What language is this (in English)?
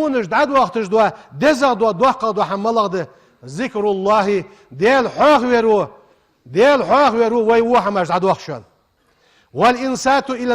Ingush